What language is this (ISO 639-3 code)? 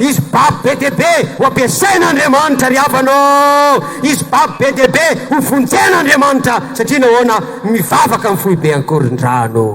mlg